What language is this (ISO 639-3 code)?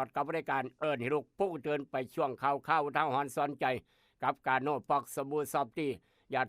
tts